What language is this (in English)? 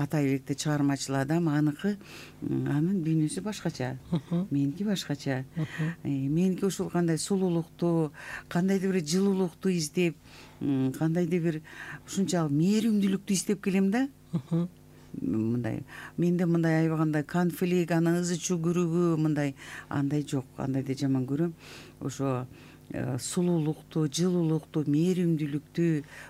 Kyrgyz